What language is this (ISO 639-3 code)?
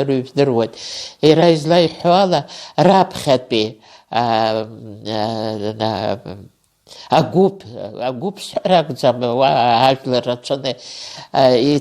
abk